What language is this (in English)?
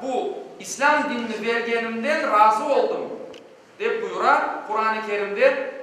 Crimean Tatar